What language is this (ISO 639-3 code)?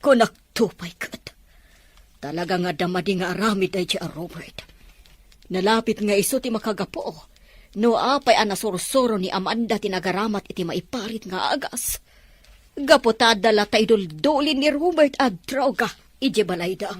ilo